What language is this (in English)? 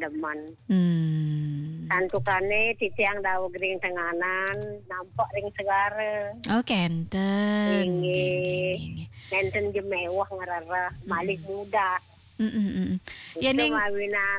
Balinese